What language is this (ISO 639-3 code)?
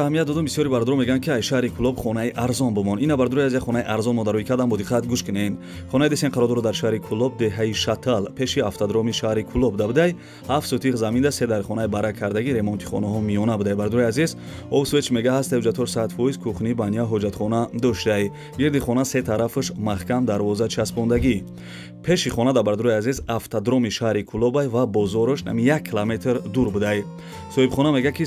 tgk